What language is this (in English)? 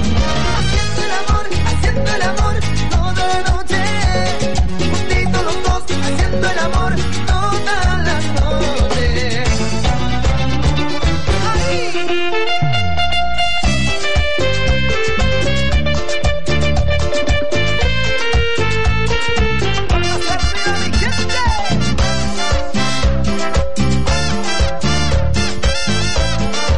Spanish